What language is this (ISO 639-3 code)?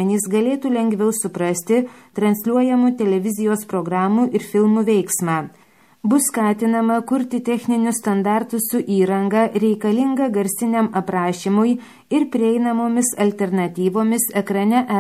lit